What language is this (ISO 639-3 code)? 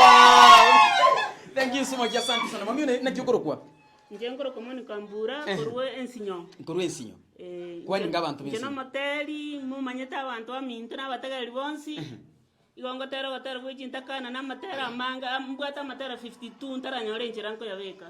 guz